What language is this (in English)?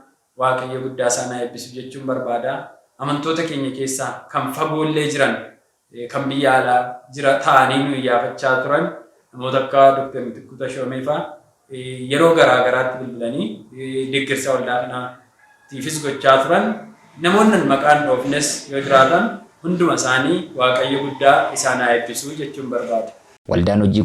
Oromo